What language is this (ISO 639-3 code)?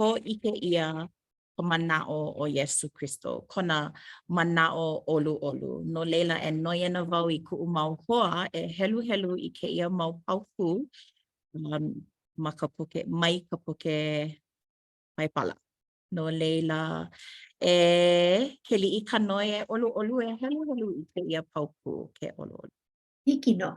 haw